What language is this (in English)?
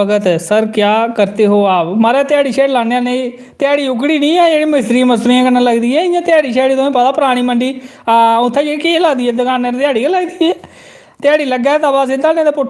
Dogri